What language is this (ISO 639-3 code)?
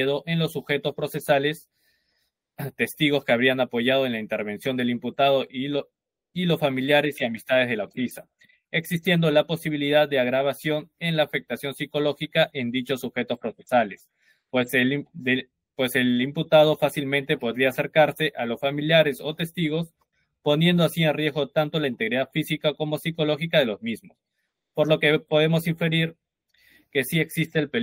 spa